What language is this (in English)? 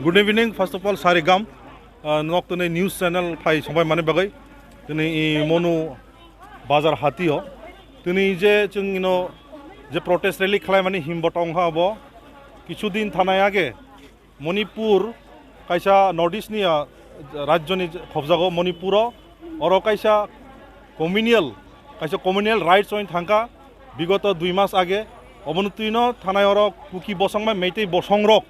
Kok Borok